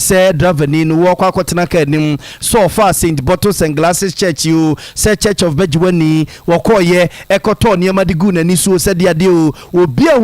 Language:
Akan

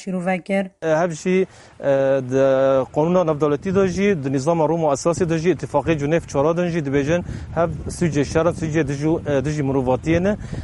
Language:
Kurdish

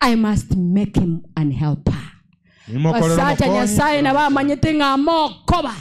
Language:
Gusii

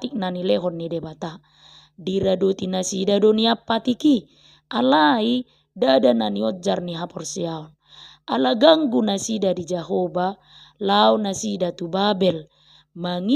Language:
Batak Toba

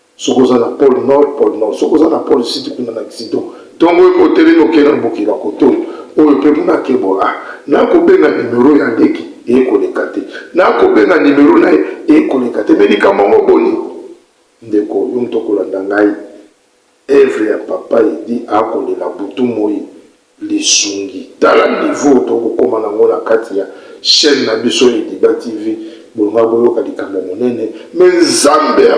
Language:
Lingala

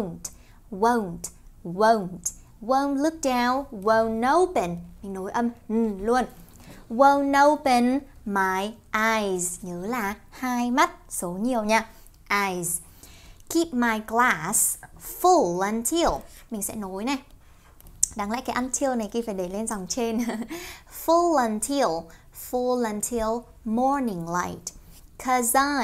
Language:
Vietnamese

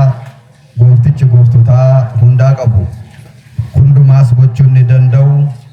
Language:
Oromo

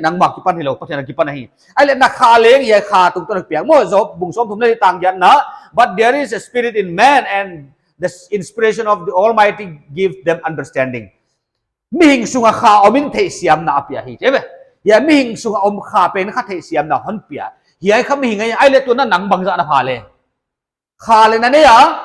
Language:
Paite Chin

